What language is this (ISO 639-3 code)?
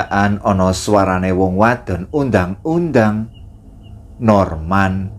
jav